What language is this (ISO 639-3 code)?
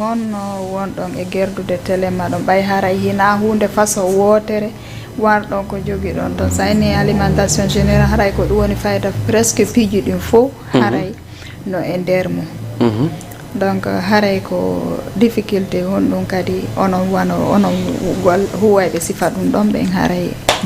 ful